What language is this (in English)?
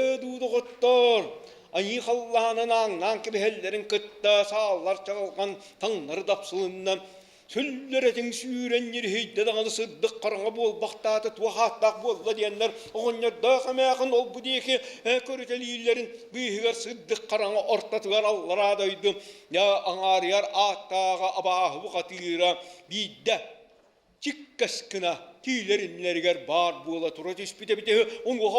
Yakut